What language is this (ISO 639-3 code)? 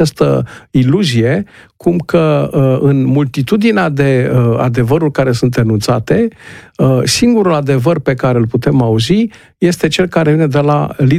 ron